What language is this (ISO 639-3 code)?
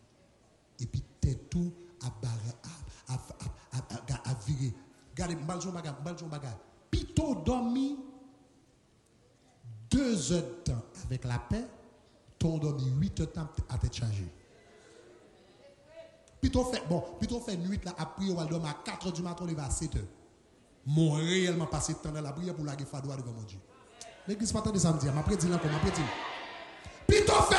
fra